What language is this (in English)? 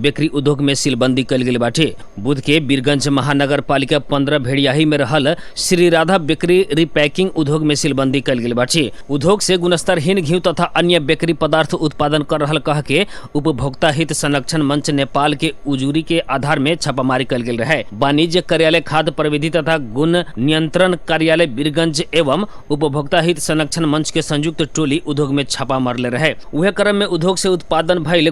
Bhojpuri